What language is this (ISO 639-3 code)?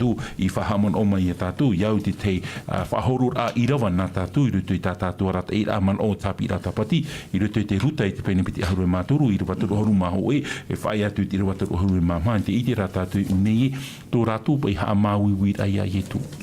tah